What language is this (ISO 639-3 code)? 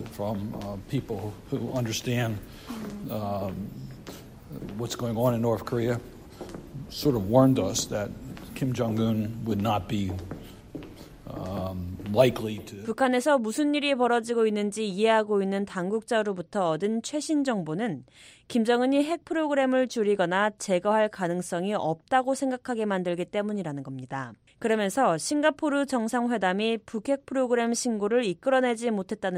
kor